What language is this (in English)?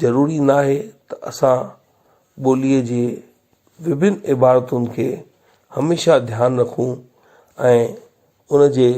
Sindhi